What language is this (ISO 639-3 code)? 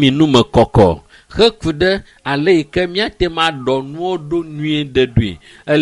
ewe